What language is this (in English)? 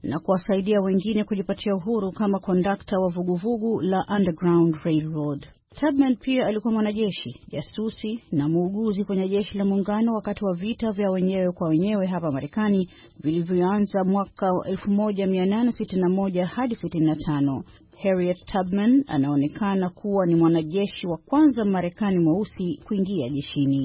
Swahili